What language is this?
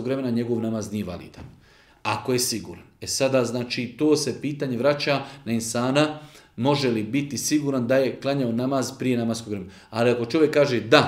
Bosnian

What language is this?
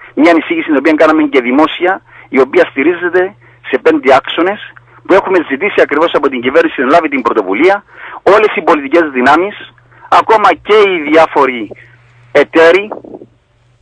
Greek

